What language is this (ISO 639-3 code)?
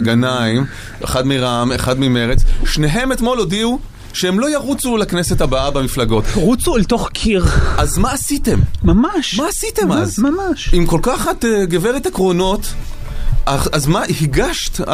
heb